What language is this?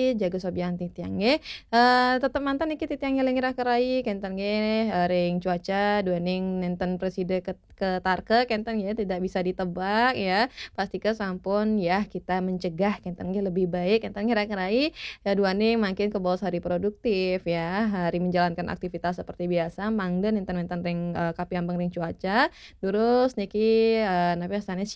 Balinese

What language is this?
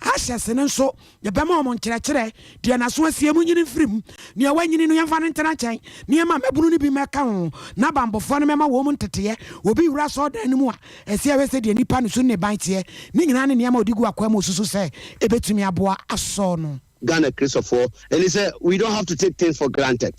Akan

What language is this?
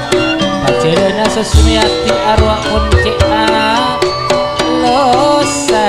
Madurese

